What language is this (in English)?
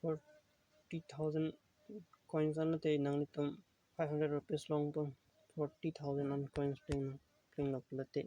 Karbi